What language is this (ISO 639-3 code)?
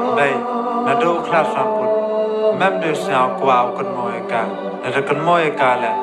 kha